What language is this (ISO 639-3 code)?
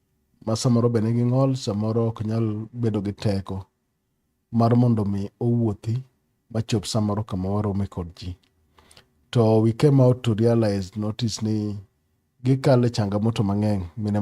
luo